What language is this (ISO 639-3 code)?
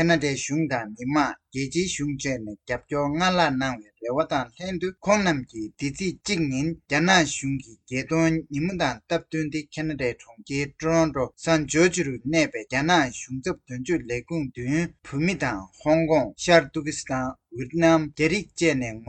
bod